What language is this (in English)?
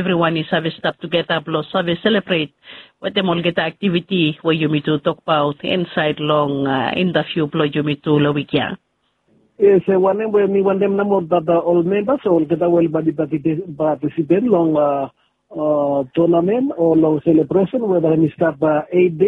Bislama